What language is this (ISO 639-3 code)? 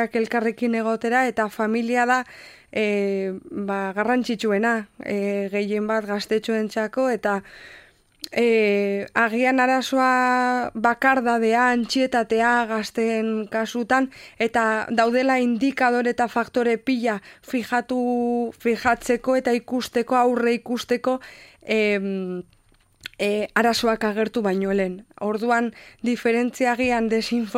eus